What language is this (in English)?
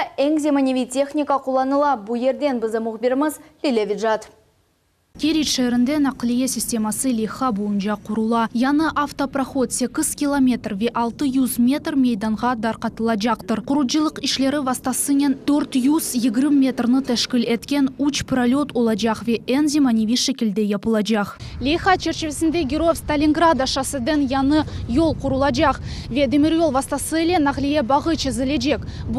Crimean Tatar